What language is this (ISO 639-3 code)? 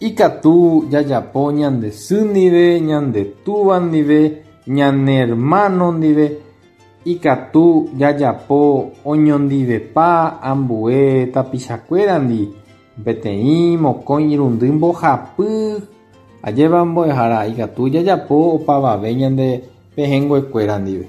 grn